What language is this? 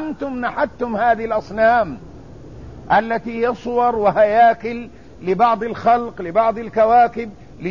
Arabic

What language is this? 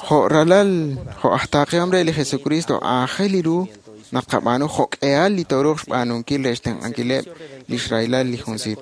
Kekchí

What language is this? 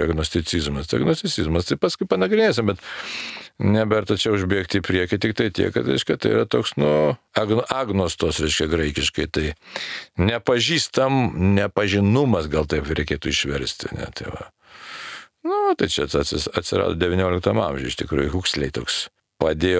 Lithuanian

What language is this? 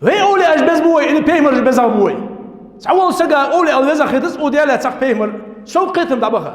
Ingush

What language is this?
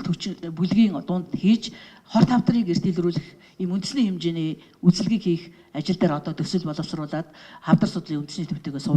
Mongolian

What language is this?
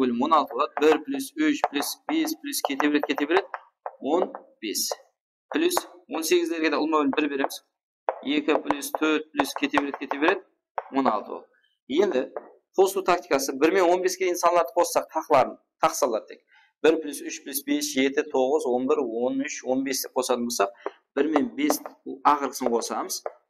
Kara-Kalpak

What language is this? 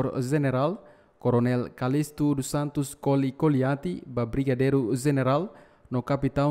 Tetum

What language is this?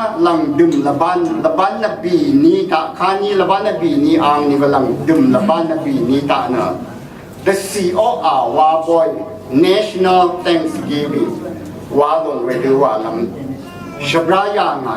Rawang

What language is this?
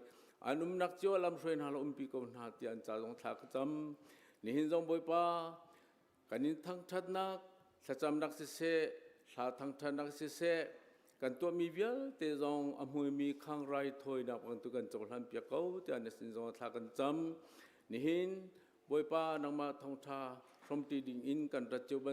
Hakha Chin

